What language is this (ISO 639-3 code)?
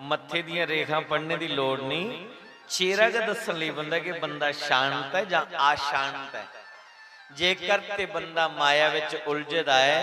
doi